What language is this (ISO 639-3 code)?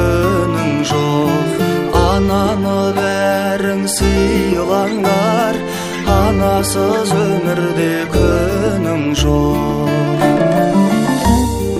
kaz